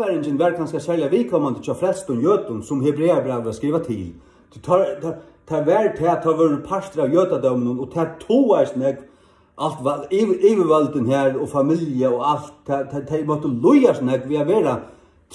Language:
Faroese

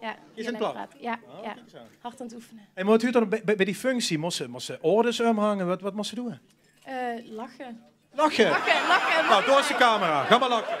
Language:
Limburgish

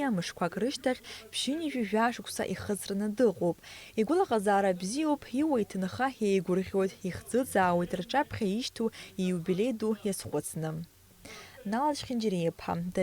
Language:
Abkhazian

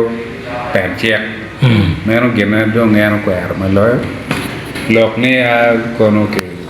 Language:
Acoli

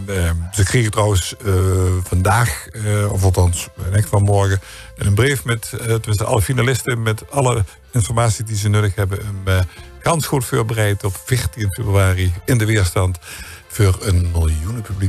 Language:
Limburgish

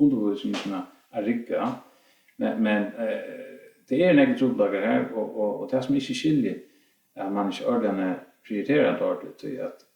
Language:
Faroese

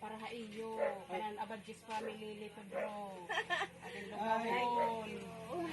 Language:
Waray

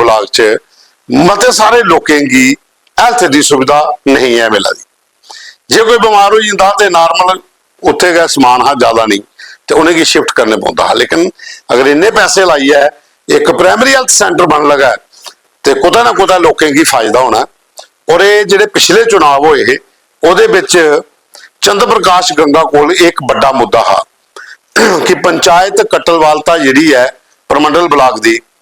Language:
Dogri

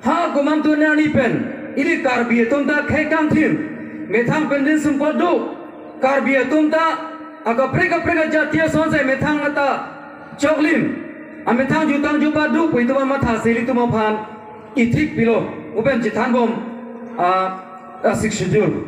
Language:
Karbi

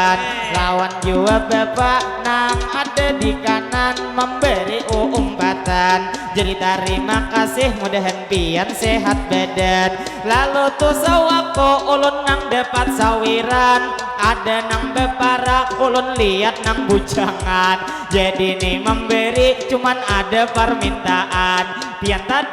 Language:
Banjar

